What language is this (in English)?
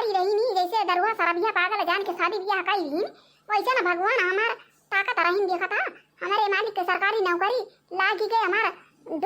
Awadhi